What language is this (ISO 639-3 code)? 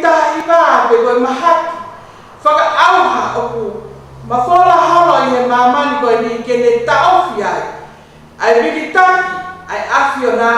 ton